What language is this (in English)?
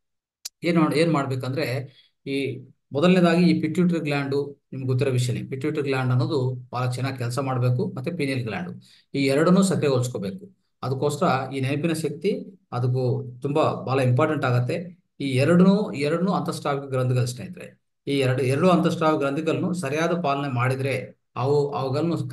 Kannada